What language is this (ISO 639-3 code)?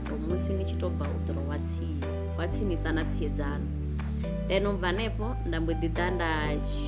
ven